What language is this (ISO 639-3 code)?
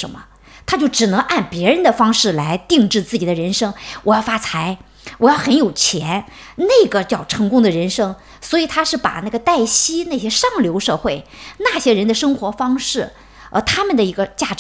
zho